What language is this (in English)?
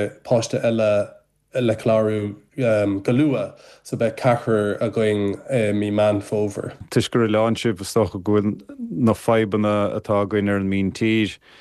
Irish